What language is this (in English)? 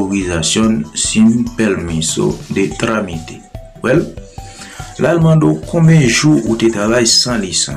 Haitian Creole